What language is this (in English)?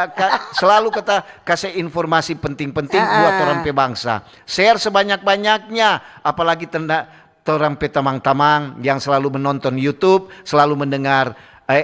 Manado Malay